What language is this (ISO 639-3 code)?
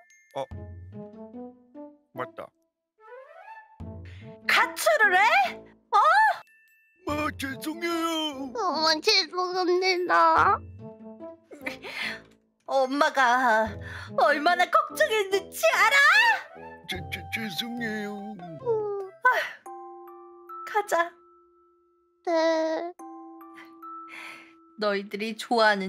kor